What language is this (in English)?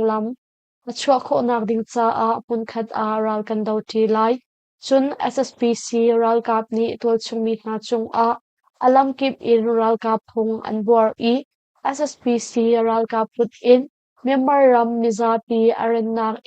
Hakha Chin